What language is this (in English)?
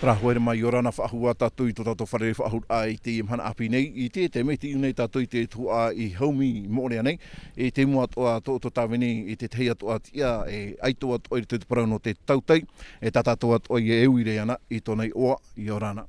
Tahitian